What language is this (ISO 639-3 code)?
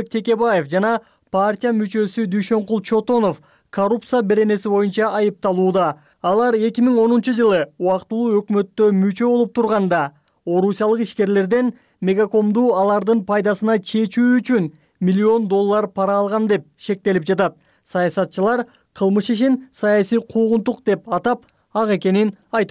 kir